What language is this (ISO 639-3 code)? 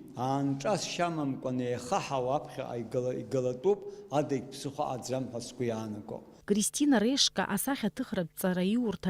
abk